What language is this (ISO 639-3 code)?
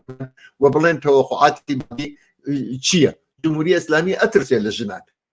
ckb